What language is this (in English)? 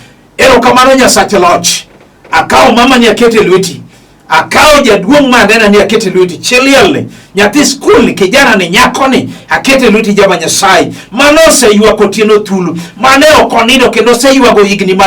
Luo (Kenya and Tanzania)